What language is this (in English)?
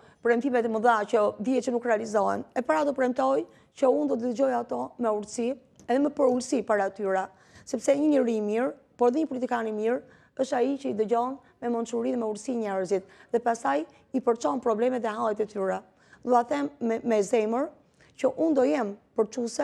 Albanian